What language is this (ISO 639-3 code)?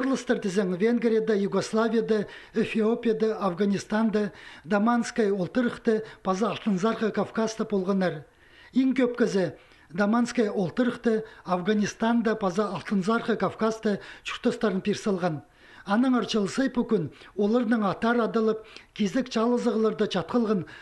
kjh